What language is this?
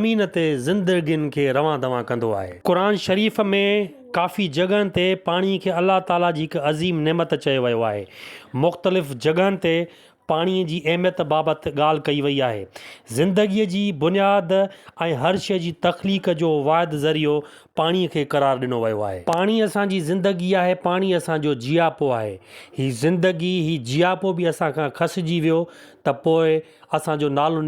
Sindhi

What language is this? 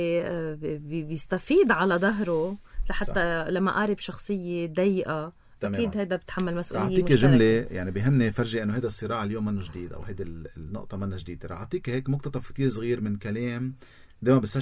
North Levantine Arabic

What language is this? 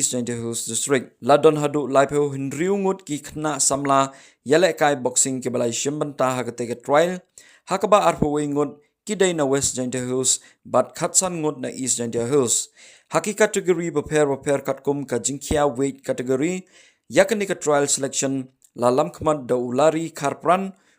Khasi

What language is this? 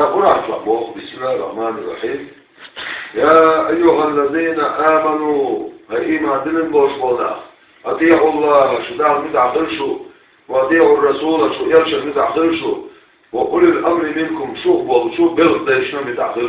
Chechen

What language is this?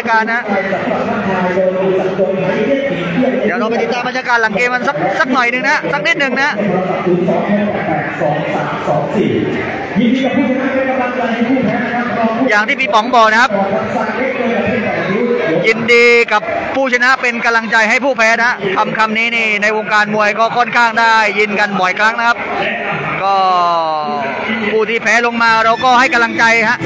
Thai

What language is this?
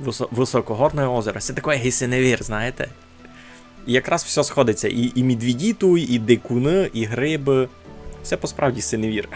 Rusyn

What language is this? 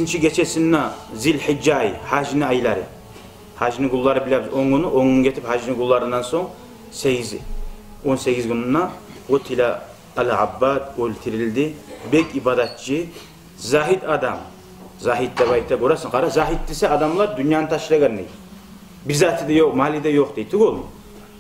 Kumyk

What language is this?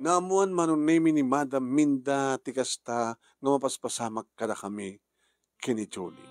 Iloko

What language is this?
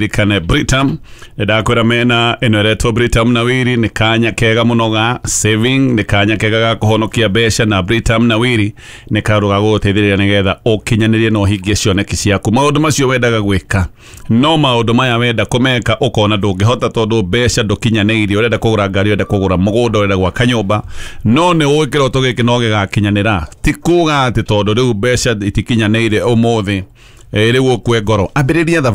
Kikuyu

